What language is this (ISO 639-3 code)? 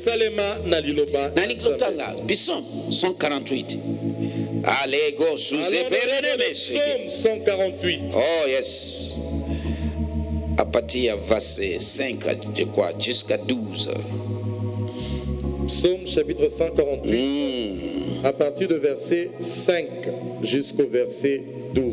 fra